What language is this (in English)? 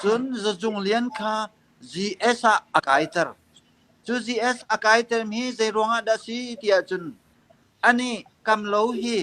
Hakha Chin